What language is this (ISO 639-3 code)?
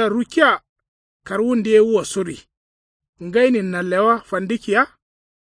kau